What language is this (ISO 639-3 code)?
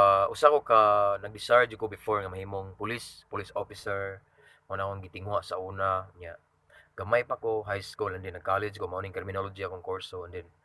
ceb